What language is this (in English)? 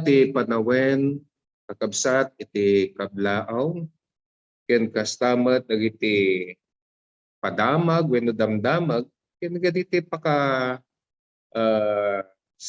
Iloko